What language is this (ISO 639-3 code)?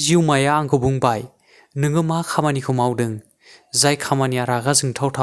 brx